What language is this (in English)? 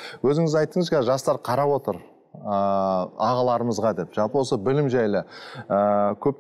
Kazakh